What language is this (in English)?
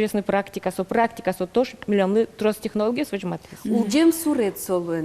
Udmurt